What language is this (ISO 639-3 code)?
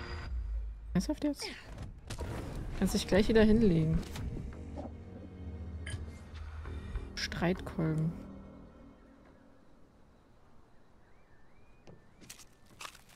deu